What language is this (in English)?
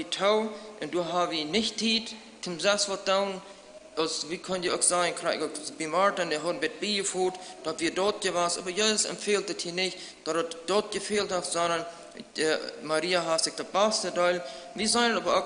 Plautdietsch